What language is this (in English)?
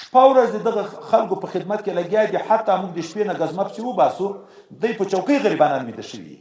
Pashto